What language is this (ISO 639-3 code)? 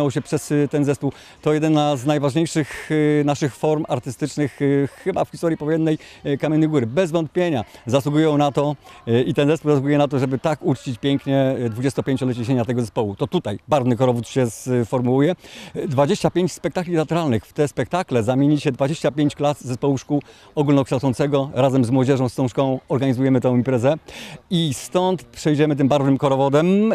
pol